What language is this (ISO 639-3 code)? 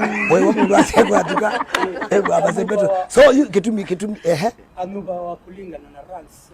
kam